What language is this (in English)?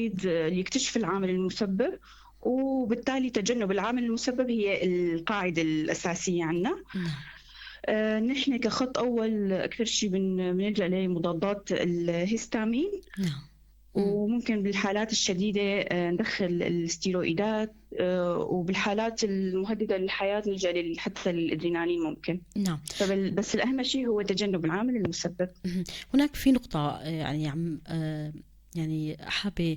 North Levantine Arabic